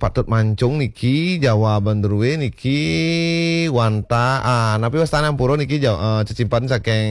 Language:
Balinese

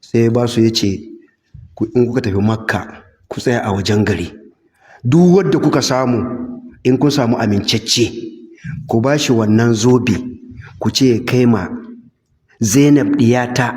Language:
Hausa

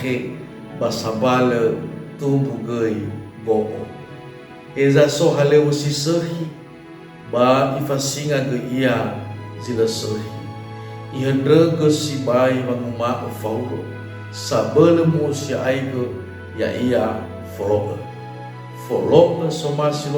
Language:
Nias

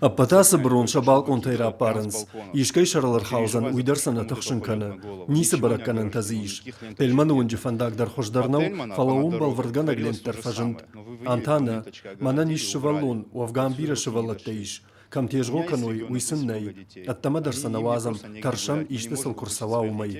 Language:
Ossetic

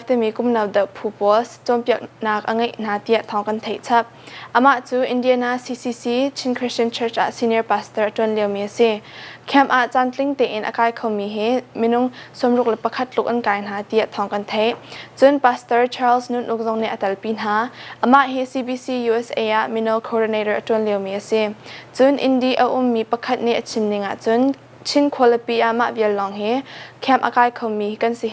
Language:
Hakha Chin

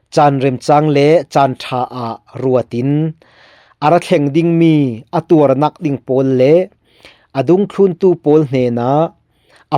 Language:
Falam Chin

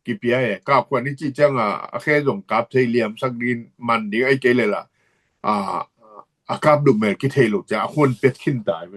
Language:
Tedim Chin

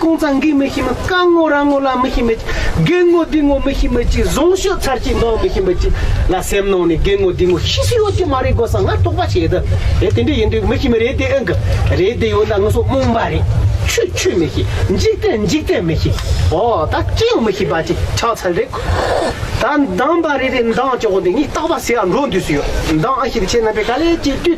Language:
Tibetan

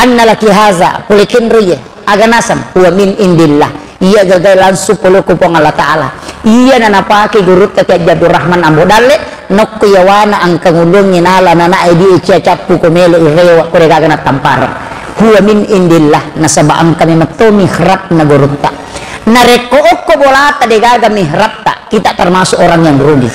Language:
Buginese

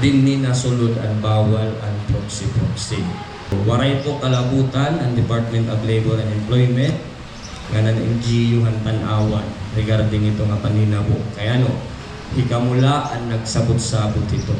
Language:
Waray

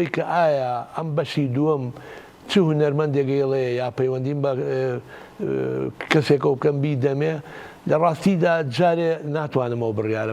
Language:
Central Kurdish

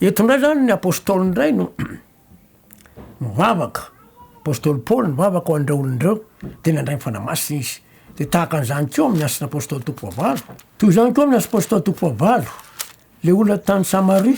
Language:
Malagasy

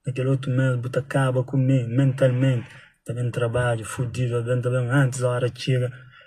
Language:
Kabuverdianu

